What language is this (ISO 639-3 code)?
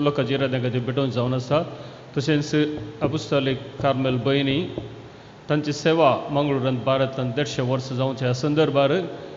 kok